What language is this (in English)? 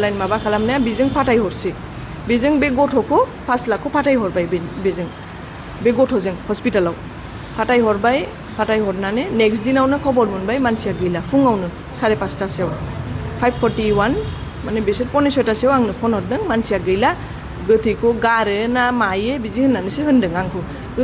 Bodo